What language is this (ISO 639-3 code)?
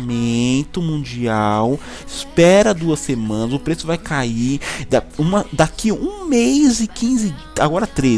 por